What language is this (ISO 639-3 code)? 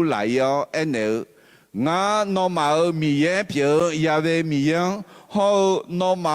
ahk